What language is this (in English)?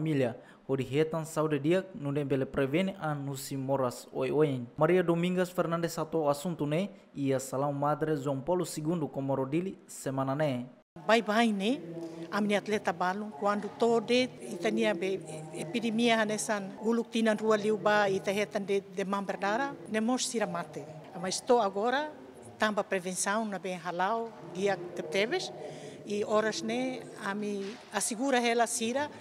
Tetum